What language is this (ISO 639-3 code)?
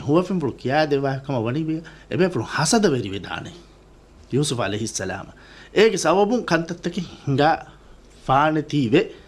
div